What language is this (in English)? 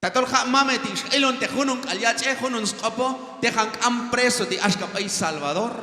Q'anjob'al